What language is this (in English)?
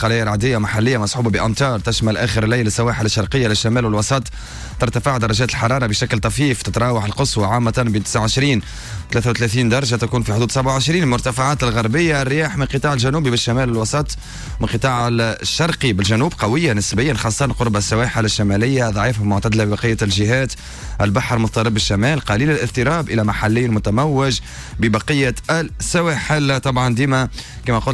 Tunisian Arabic